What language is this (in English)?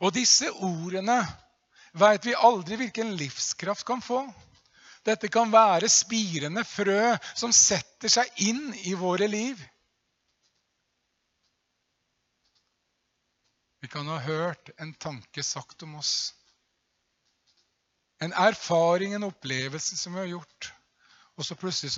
Norwegian